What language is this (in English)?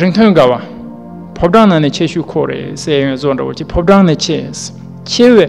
Tibetan